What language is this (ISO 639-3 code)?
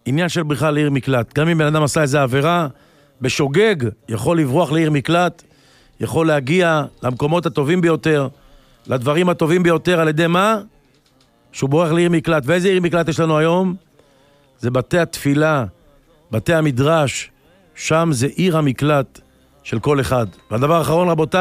heb